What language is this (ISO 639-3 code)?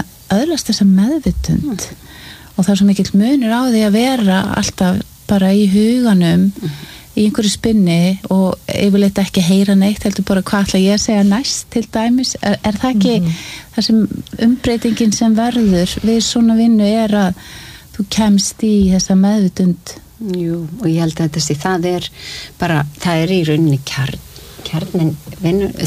isl